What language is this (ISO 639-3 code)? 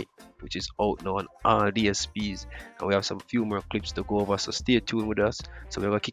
jam